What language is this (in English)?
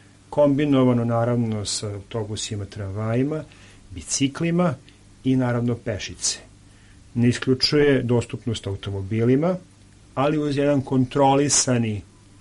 Serbian